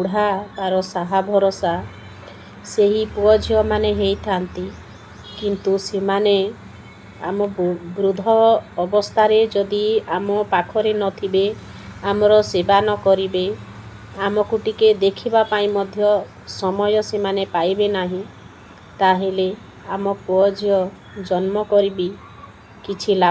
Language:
Odia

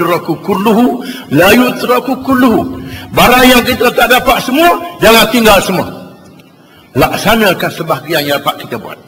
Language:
Malay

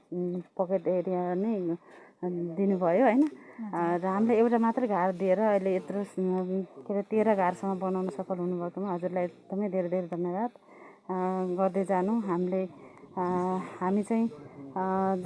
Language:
Nepali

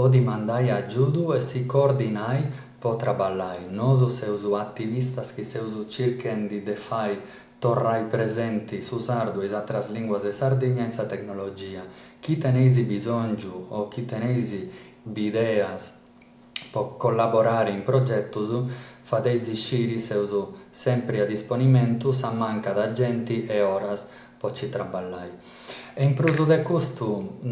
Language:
Sardinian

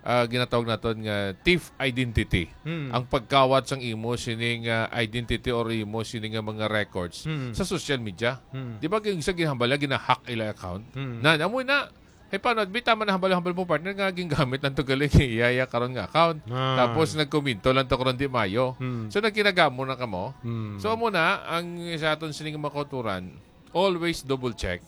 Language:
Hiligaynon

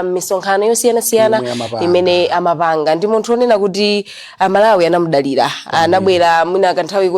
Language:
Nyanja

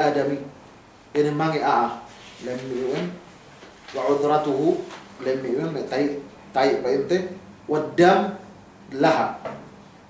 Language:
Yakan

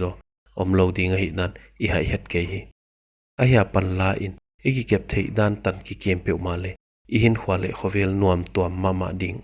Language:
Paite Chin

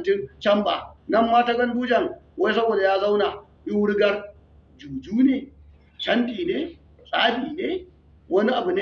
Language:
Hausa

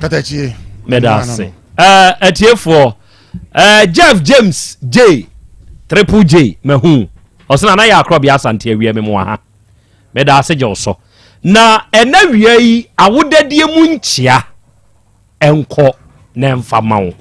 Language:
Akan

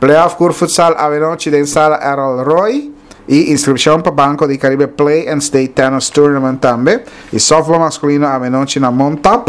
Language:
Papiamento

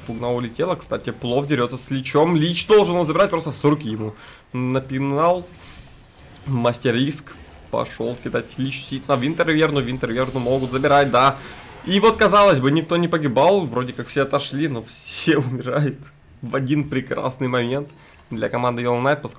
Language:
Russian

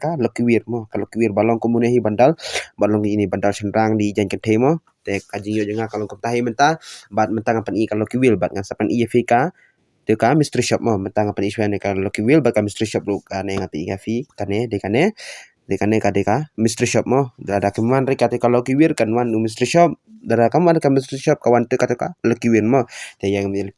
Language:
Khasi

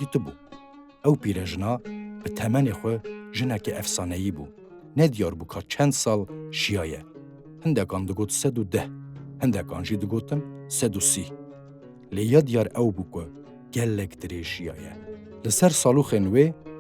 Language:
Kurdish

